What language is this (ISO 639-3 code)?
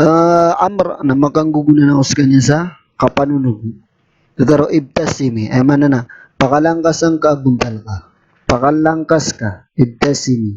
mrw